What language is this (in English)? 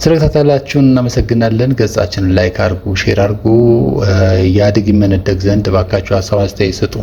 Amharic